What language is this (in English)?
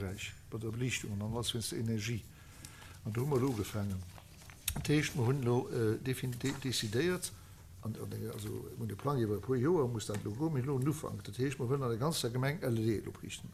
Luxembourgish